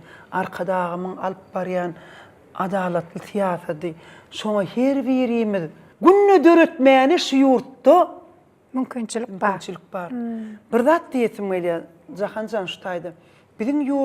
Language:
Turkmen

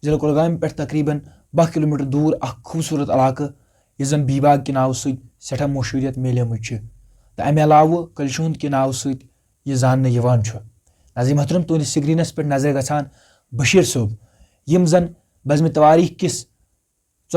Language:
Kashmiri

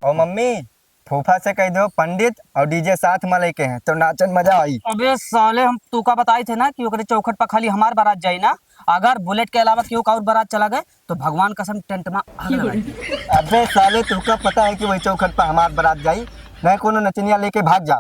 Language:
Awadhi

